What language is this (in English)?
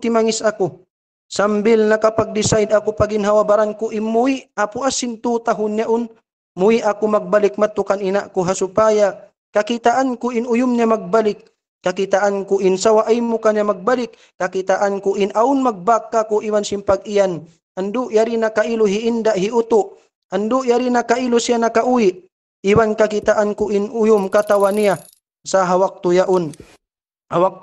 Tausug